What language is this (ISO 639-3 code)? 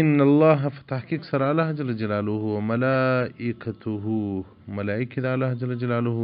pus